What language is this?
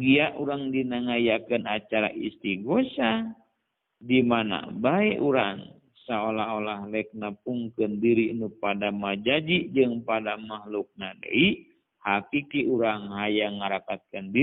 Sundanese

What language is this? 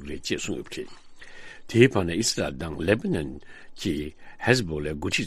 Tibetan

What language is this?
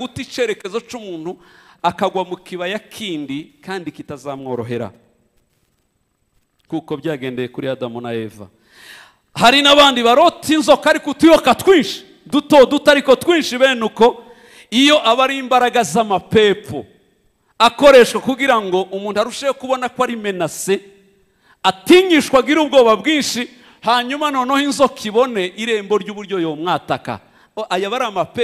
Kinyarwanda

